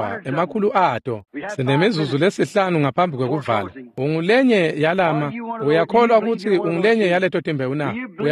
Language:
Swati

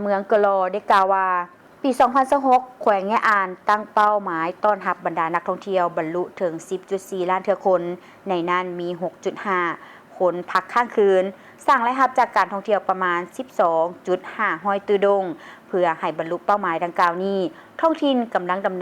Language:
Lao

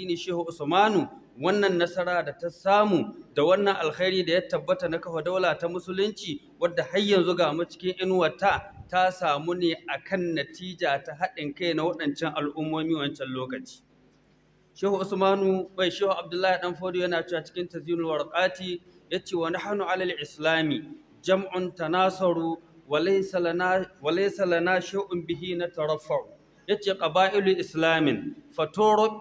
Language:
Hausa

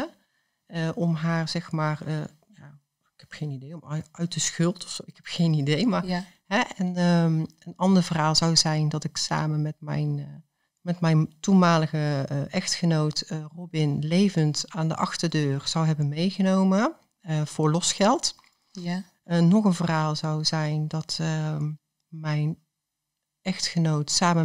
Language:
Dutch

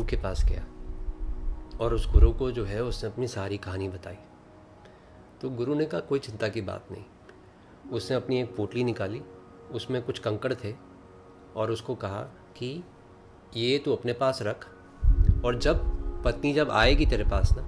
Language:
Hindi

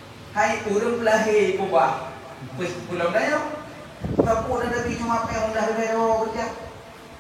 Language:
Achinese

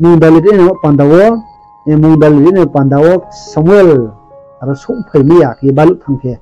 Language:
Riang (India)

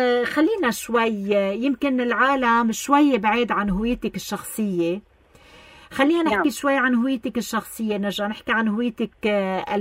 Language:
North Levantine Arabic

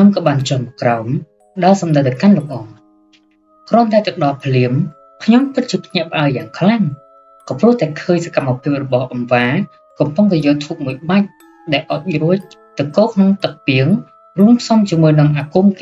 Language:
Khmer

